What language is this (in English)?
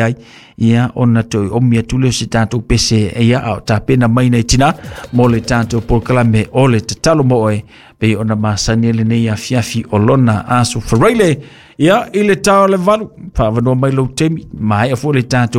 Samoan